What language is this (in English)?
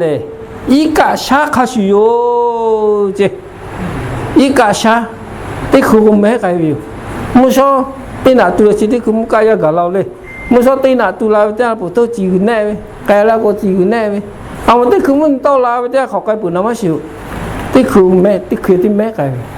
Lahu